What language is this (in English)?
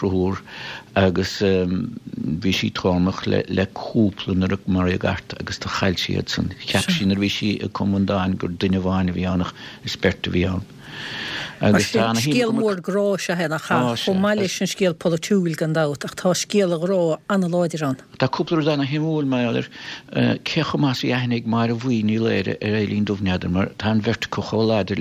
Irish